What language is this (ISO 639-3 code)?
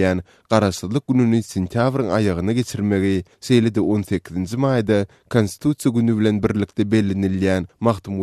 tuk